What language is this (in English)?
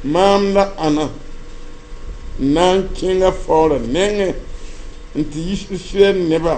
Mossi